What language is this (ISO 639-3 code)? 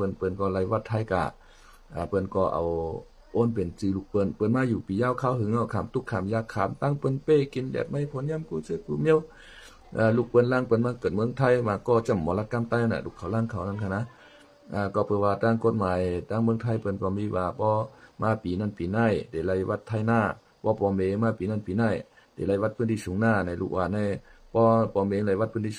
shn